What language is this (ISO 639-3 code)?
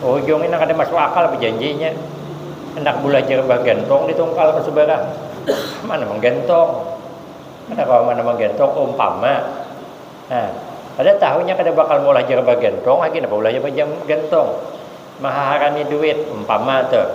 bjn